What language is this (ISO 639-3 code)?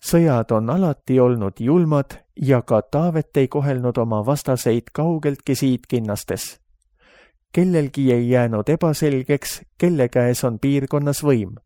est